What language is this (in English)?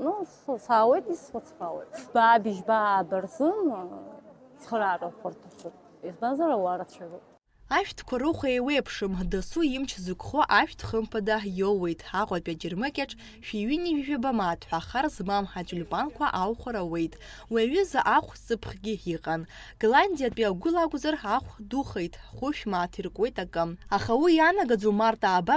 Abkhazian